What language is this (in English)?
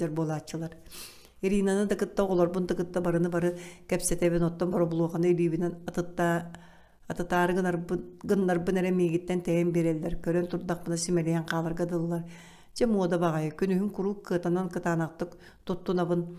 Yakut